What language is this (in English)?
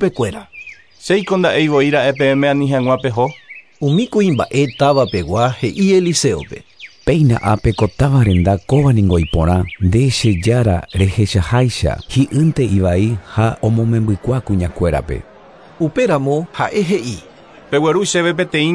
Guarani